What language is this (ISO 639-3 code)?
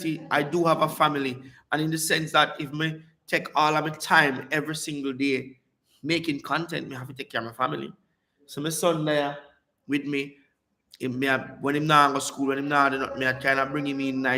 jam